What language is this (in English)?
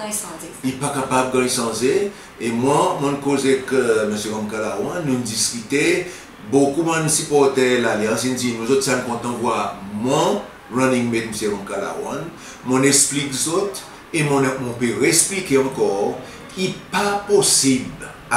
Seselwa Creole French